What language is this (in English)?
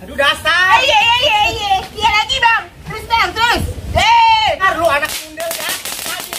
Betawi